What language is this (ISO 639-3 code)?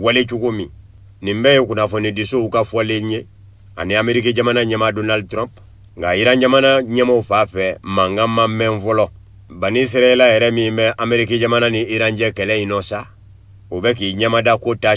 bam